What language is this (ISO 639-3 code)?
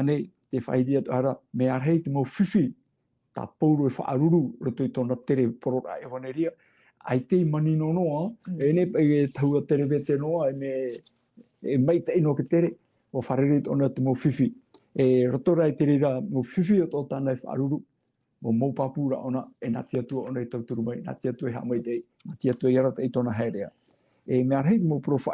tah